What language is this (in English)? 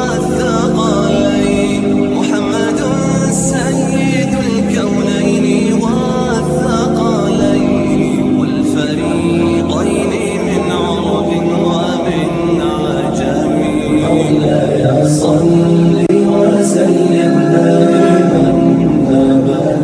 Brahui